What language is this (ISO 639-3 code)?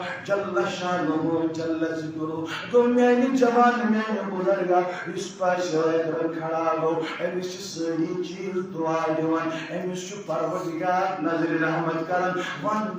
kas